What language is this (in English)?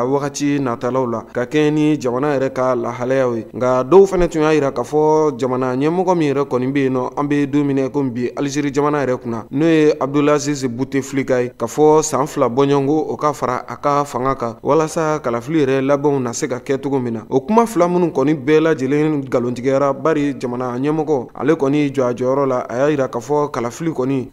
Bambara